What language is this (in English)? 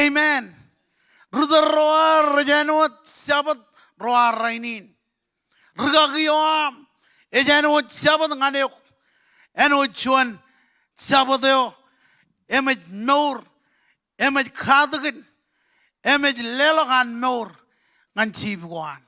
Marshallese